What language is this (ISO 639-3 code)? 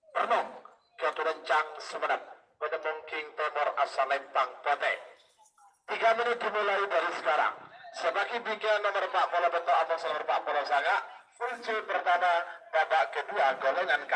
mad